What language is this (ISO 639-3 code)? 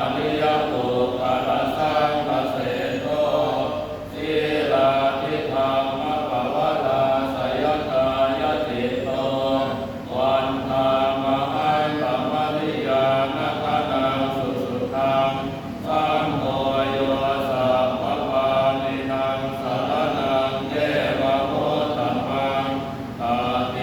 pli